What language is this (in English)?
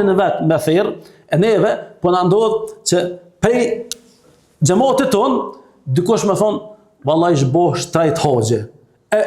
Albanian